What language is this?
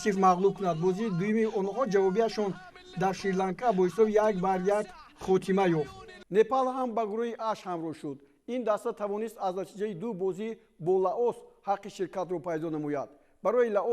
Tajik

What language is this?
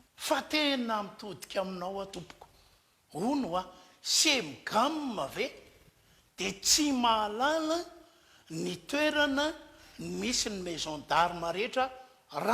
Malagasy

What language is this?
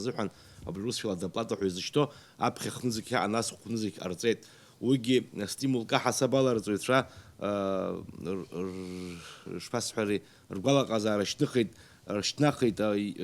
Abkhazian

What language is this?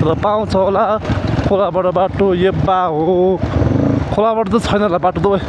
Nepali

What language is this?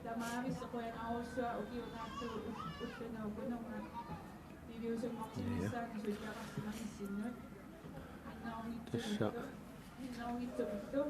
Kalaallisut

